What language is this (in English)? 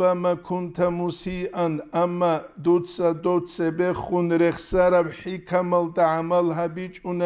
Avaric